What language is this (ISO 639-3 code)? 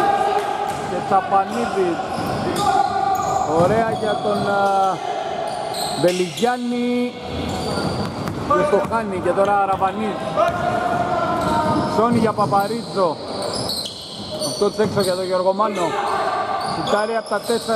ell